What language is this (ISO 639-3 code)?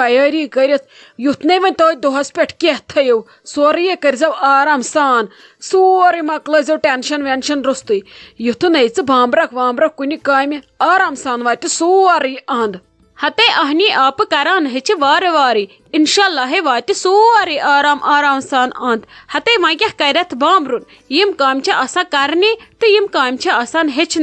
kas